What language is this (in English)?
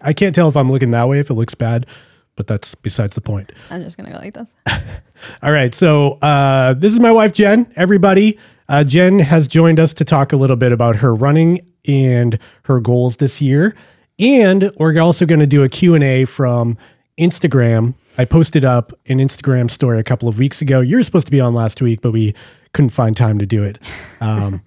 English